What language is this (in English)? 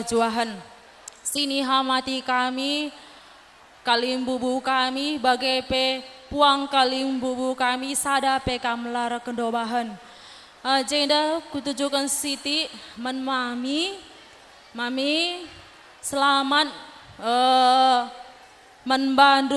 Batak Karo